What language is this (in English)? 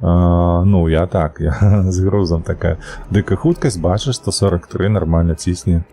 Belarusian